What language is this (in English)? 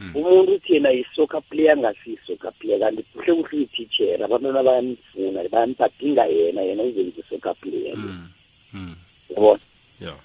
South Ndebele